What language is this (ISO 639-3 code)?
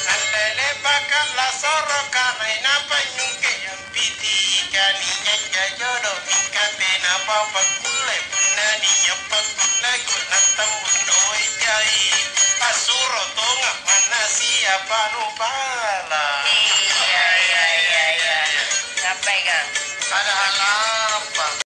mak